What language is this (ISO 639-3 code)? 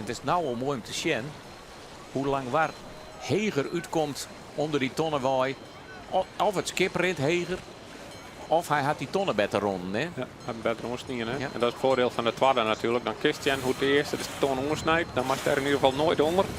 fry